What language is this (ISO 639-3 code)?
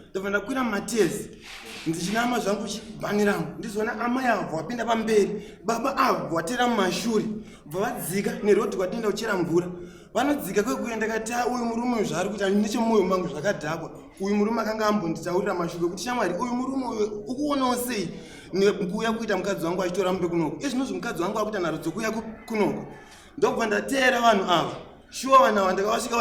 sna